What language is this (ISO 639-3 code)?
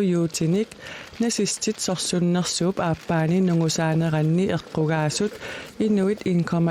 kal